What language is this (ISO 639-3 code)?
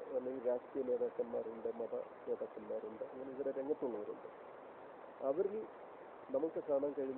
mal